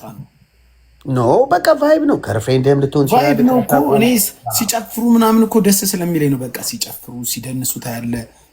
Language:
Amharic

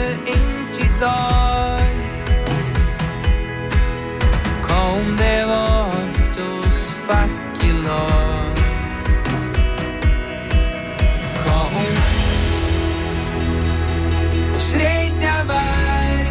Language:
Norwegian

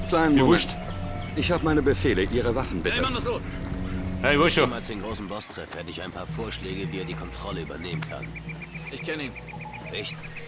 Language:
Bavarian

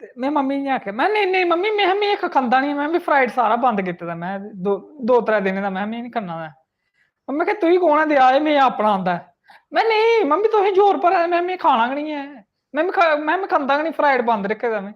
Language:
Dogri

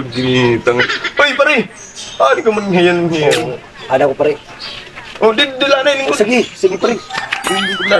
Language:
Waray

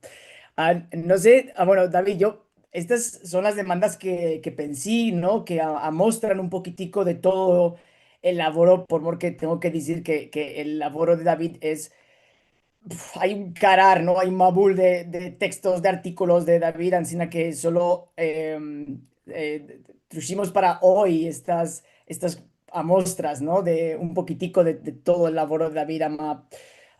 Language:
Ladino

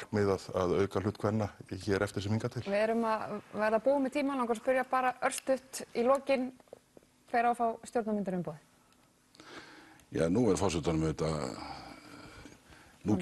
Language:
Icelandic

